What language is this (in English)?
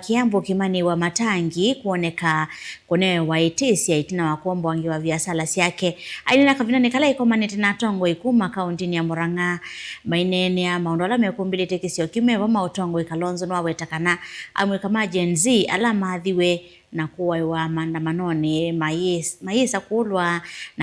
Kamba